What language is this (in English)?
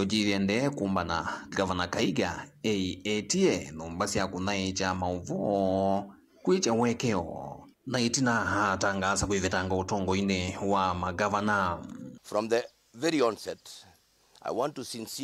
Kamba